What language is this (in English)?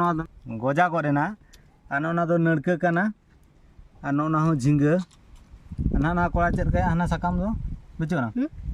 Santali